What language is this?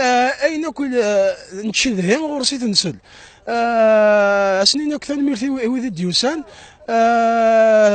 Kabyle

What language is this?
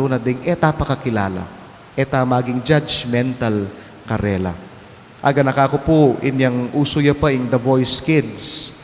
Pampanga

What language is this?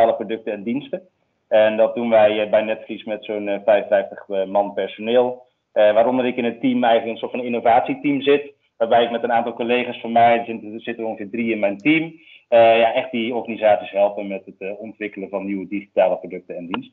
Dutch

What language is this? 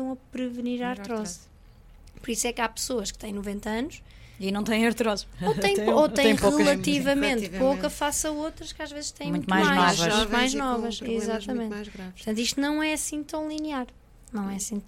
Portuguese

